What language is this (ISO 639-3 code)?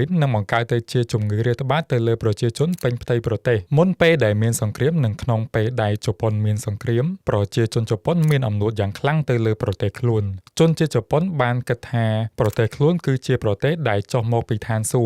khm